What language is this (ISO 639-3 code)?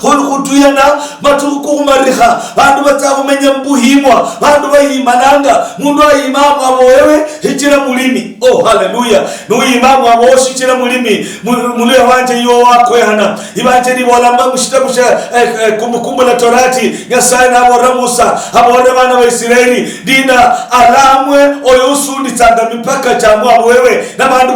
luy